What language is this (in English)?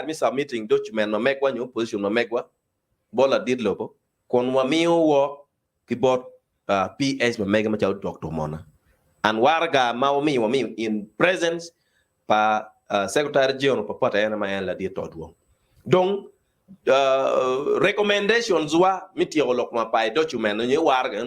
Acoli